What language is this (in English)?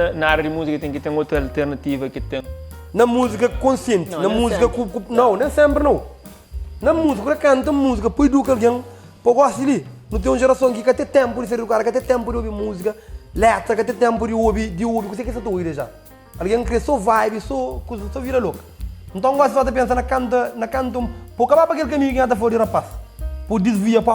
Kabuverdianu